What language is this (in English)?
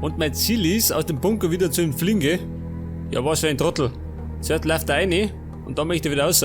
Bavarian